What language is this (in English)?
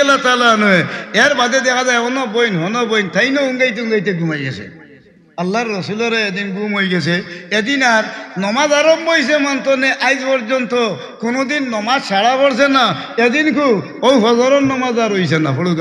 Sylheti